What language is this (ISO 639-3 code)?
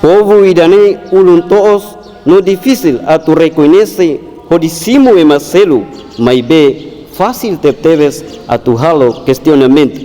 tet